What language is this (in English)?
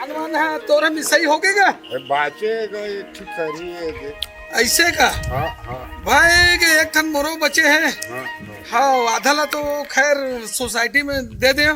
Chhattisgarhi